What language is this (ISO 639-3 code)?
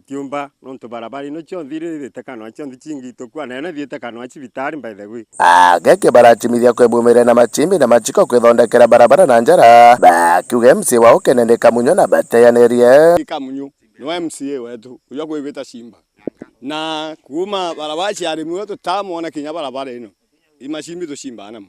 mer